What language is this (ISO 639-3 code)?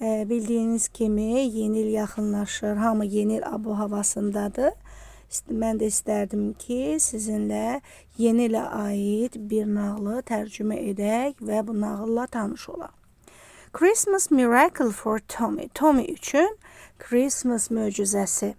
aze